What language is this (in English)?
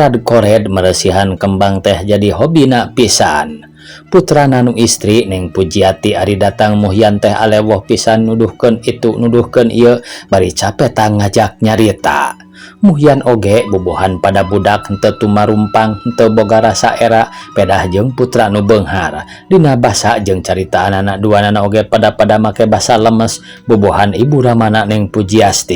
Sundanese